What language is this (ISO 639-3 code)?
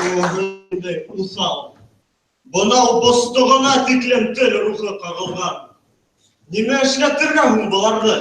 bak